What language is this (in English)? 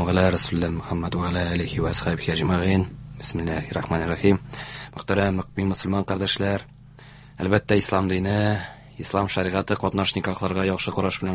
Tatar